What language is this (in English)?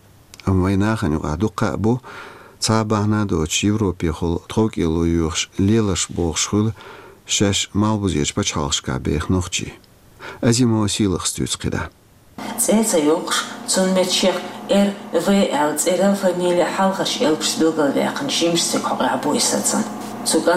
Chechen